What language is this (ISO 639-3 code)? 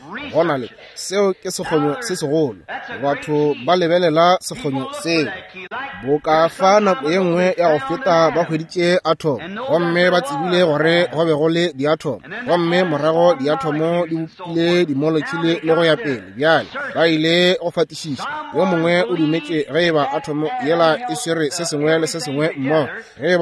nso